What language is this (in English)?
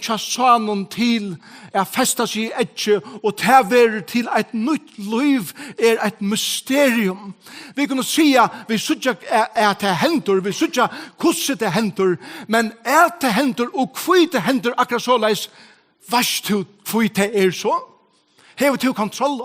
Faroese